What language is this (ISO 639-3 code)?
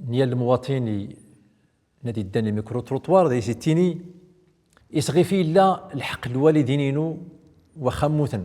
tzm